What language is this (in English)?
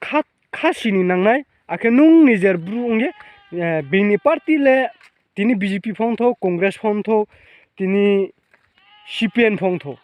Riang (India)